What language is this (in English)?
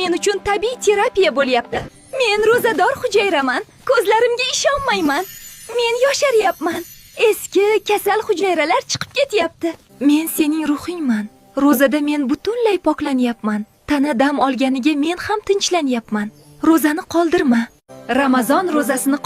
Uzbek